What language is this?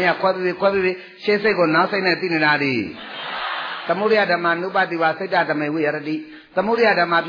Burmese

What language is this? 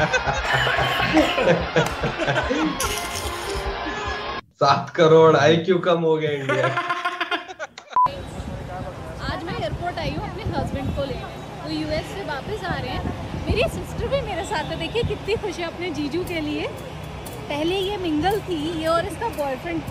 Hindi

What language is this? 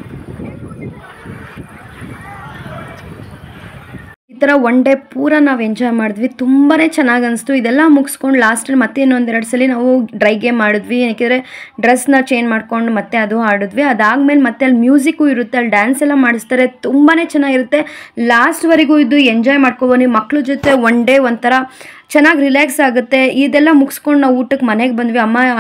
Kannada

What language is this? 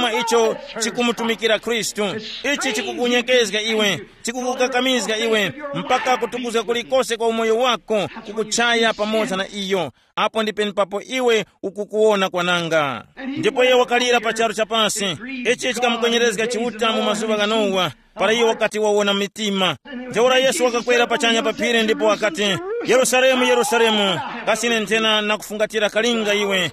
Tumbuka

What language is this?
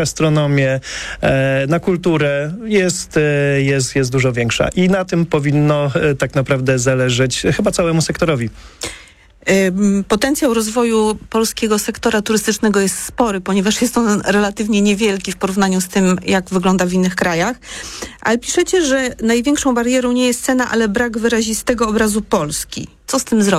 Polish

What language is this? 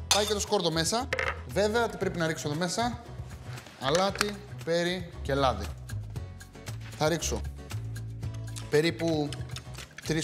Greek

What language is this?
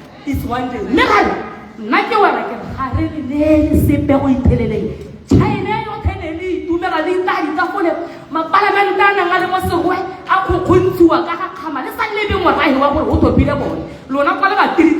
Tswana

